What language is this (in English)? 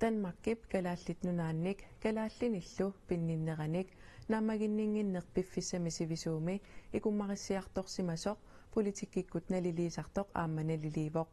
Kalaallisut